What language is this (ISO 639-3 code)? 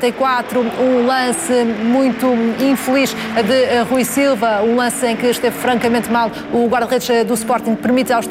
por